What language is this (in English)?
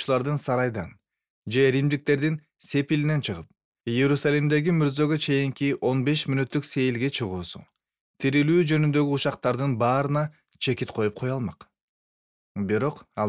Kyrgyz